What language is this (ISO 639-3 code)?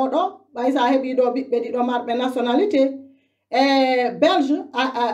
fuf